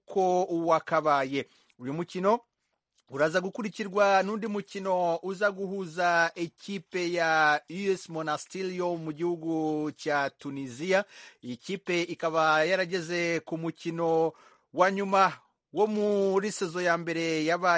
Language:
Kinyarwanda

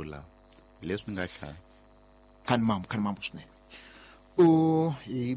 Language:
Tsonga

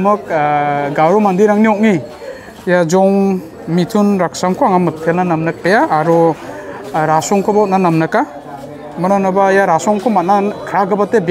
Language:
Garo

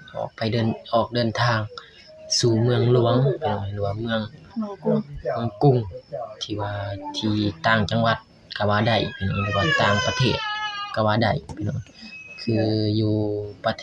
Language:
Lao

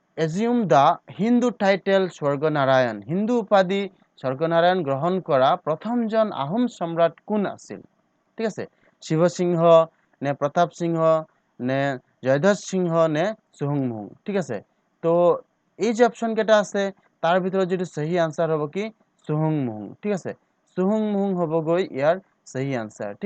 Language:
Assamese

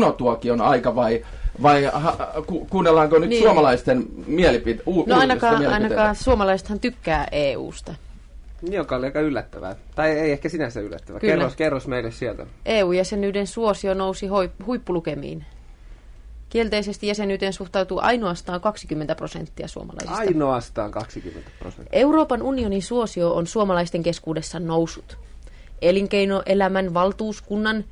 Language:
Finnish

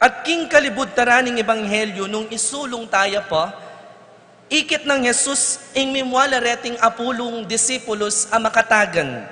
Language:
Pampanga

